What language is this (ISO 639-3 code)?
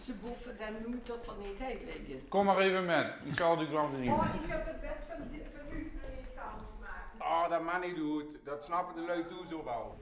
lim